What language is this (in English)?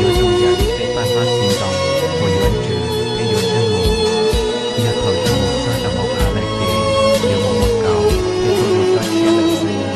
Hmong